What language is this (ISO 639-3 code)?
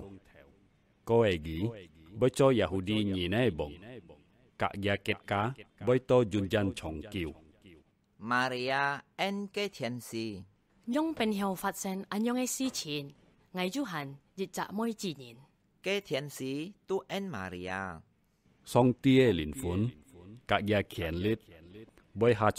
hak